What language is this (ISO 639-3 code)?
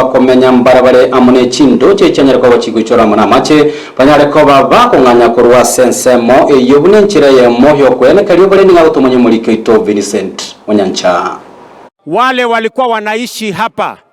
guz